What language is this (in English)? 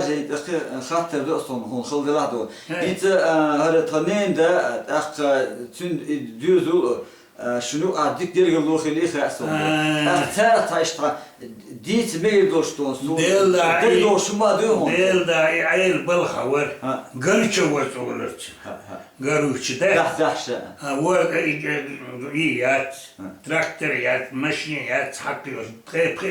Chechen